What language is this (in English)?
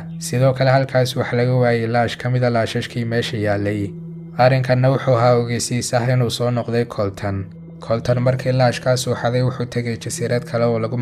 Somali